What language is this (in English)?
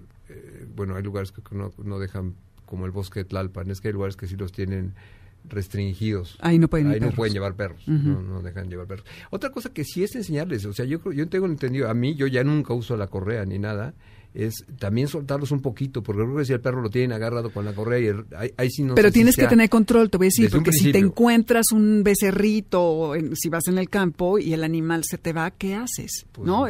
Spanish